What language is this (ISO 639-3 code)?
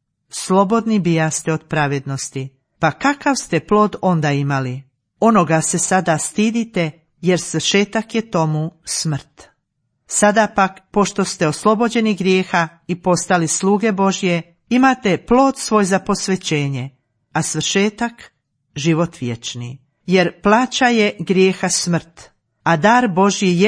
hrv